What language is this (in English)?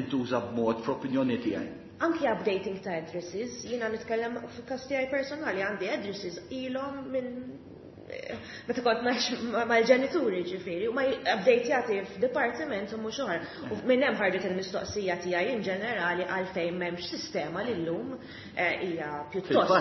Maltese